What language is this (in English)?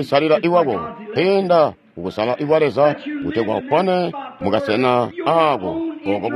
Tonga (Zambia)